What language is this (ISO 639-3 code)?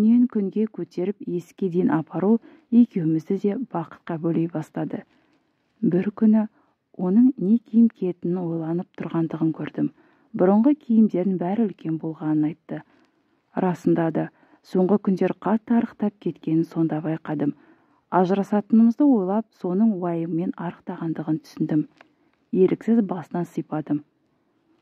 kaz